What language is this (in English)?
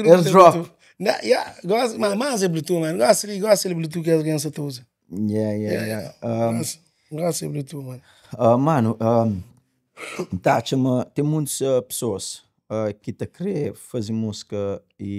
Kabuverdianu